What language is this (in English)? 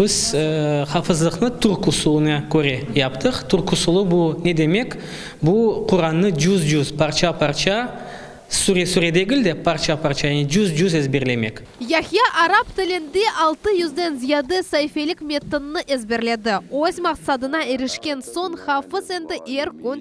Crimean Tatar